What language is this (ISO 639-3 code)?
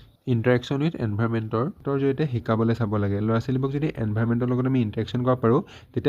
asm